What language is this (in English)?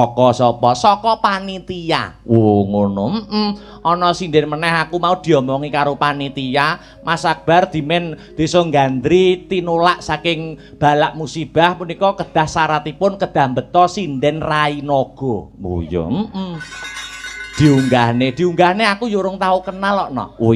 Javanese